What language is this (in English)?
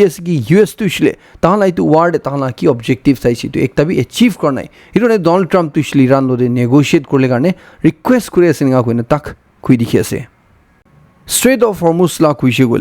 Naga Pidgin